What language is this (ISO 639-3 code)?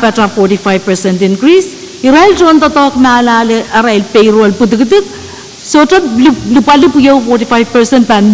pon